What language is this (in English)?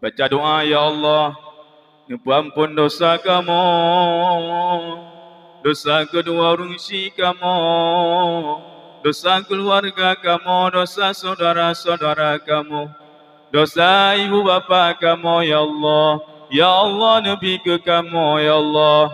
Achinese